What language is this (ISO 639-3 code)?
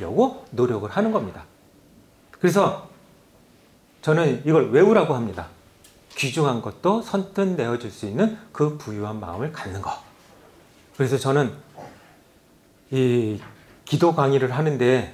kor